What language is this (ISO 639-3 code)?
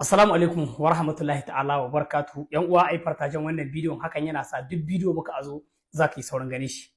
hau